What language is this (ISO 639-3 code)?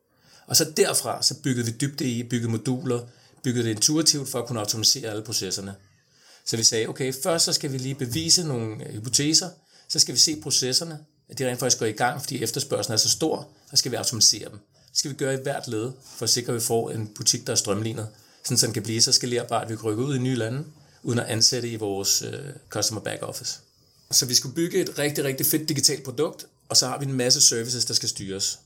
dan